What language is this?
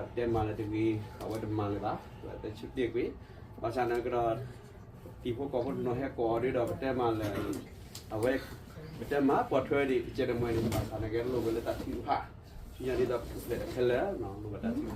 S'gaw Karen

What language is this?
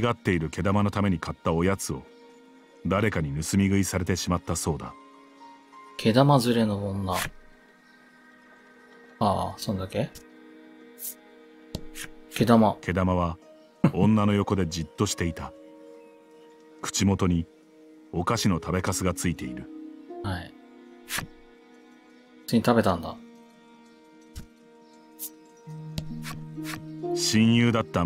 Japanese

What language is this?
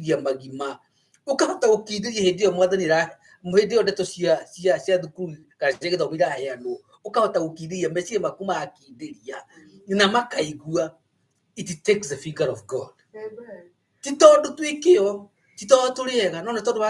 Kikuyu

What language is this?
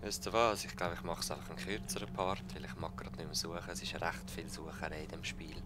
Swiss German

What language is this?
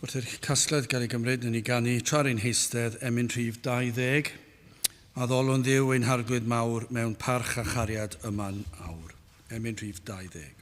Welsh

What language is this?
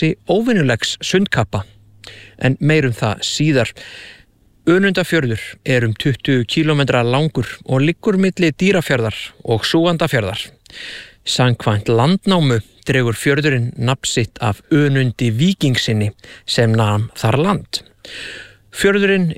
Icelandic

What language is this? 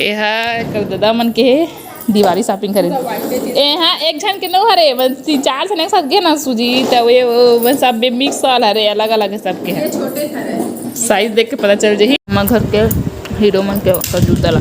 Chhattisgarhi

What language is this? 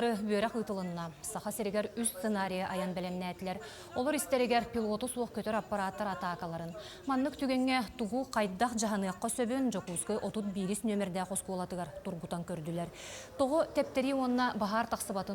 Yakut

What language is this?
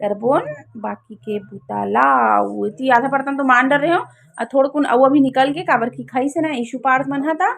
Chhattisgarhi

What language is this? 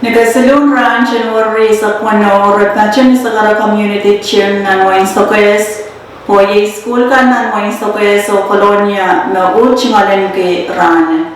Pohnpeian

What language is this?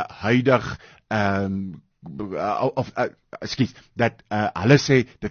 Afrikaans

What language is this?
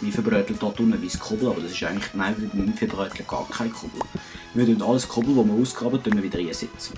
Swiss German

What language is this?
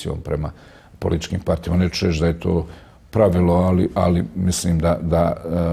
Bosnian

